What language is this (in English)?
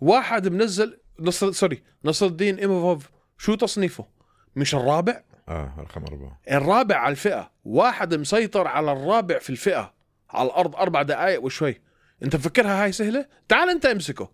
North Levantine Arabic